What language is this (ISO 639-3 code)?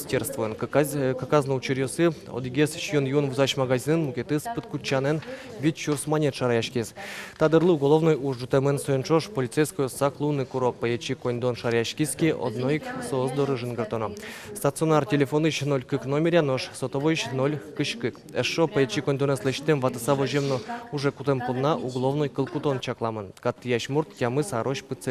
udm